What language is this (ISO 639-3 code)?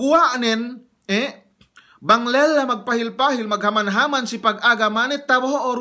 yka